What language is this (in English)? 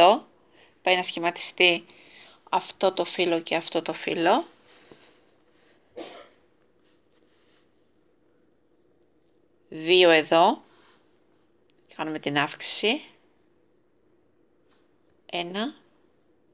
Greek